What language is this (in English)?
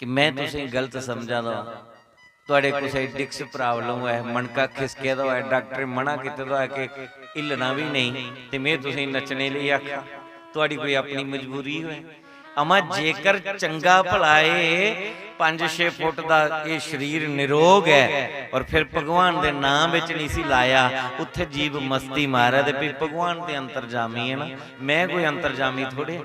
Dogri